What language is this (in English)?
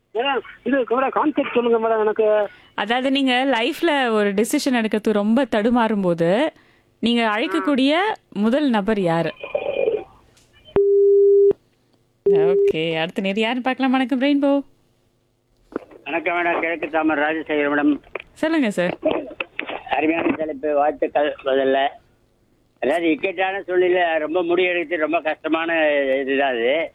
Tamil